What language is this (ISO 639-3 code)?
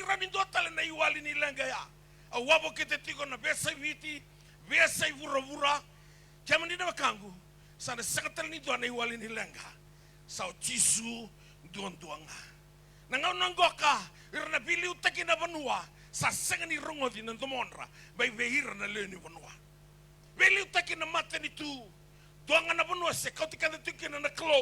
fij